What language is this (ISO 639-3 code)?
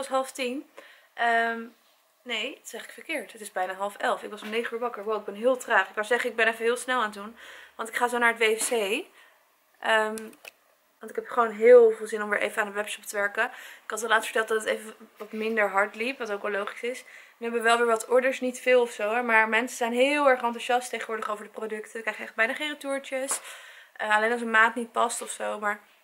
nld